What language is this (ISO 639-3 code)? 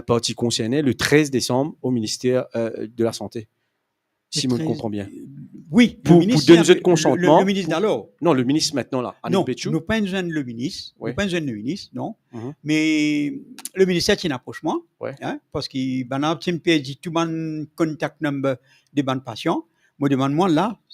mfe